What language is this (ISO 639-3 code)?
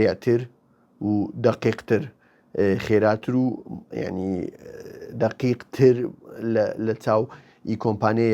ckb